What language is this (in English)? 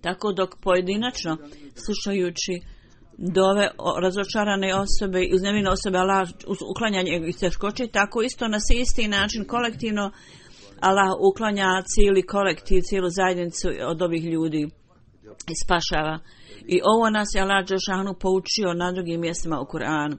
Bosnian